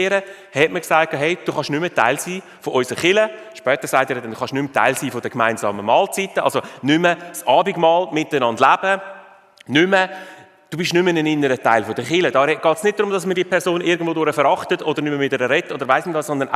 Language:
Swiss German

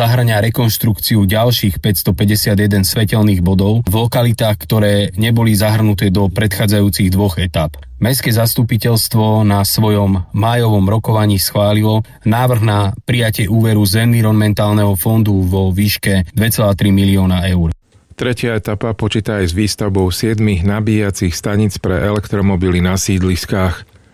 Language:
Slovak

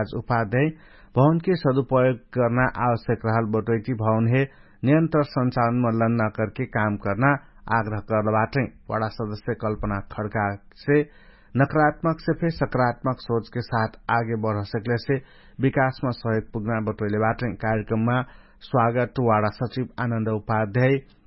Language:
Dangaura Tharu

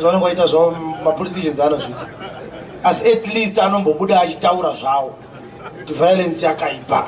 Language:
Shona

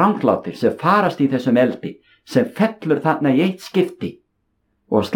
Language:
Icelandic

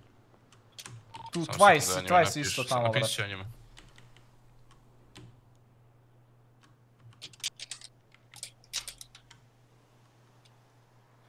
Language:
Croatian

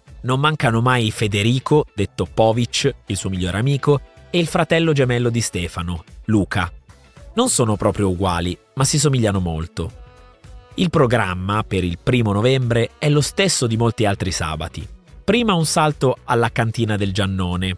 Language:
Italian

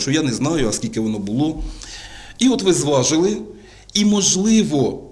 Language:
Ukrainian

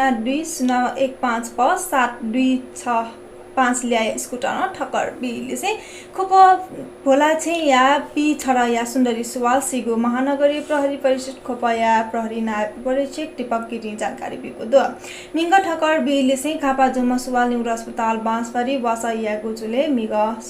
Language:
Newari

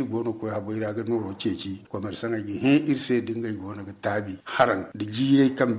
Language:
Zarma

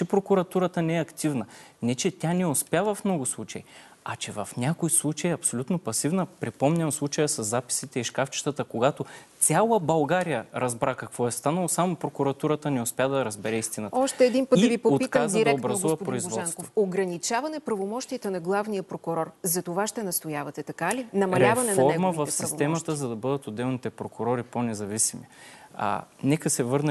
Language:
Bulgarian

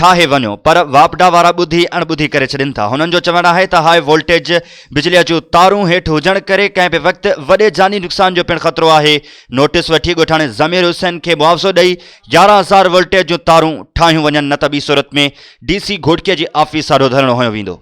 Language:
Sindhi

